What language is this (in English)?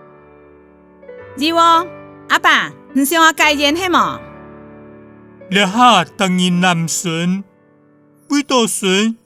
Hakka Chinese